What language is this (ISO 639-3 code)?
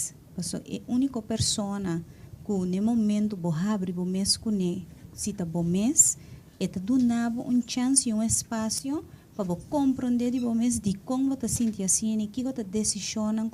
pap